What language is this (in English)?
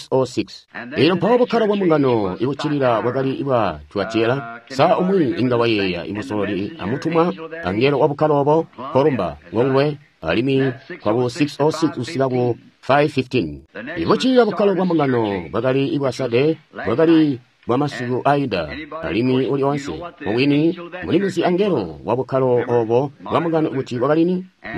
Tonga (Zambia)